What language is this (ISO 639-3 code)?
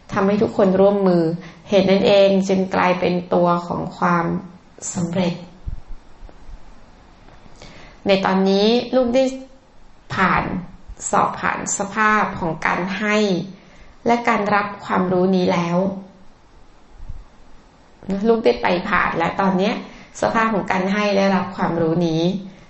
tha